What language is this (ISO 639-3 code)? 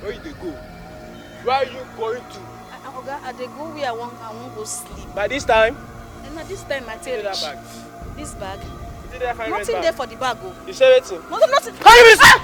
pcm